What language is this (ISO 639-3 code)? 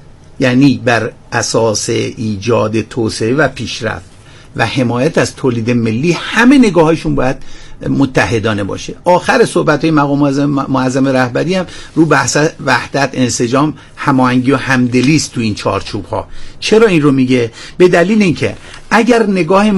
fas